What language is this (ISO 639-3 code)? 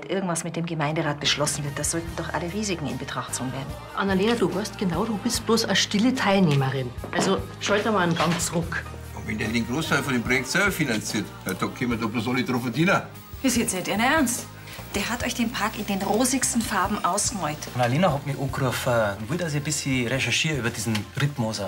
bar